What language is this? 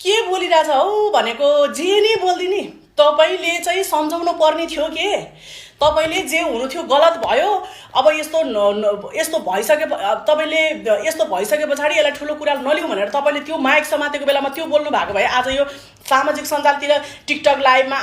Nepali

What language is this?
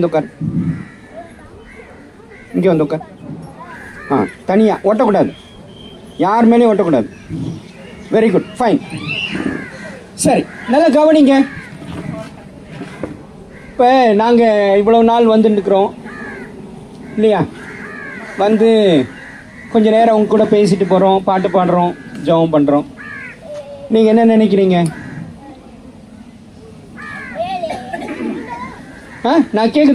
Tamil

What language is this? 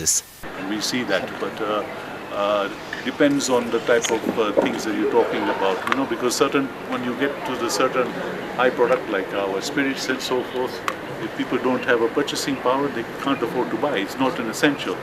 Nyankole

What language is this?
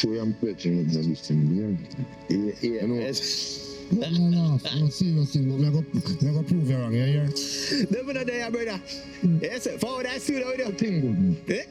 Jamaican Creole English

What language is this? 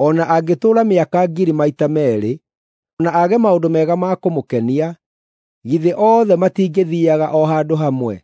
Kikuyu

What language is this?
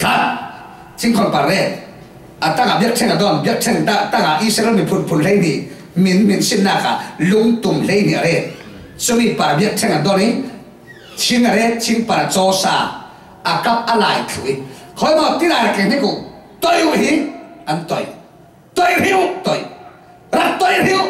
Falam Chin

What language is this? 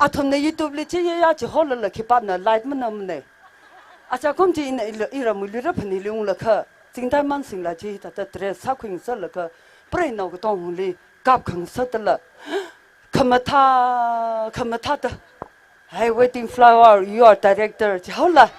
Tangkhul Naga (India)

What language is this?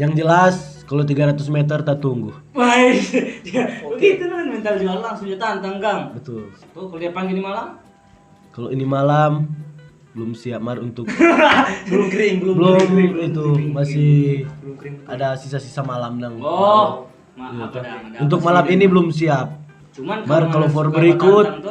Manado Malay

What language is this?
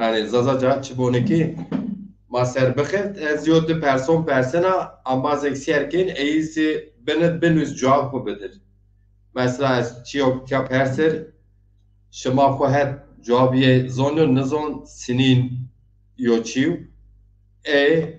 Zaza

